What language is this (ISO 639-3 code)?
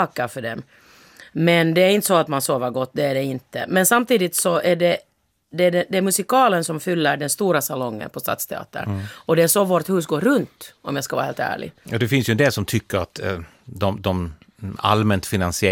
swe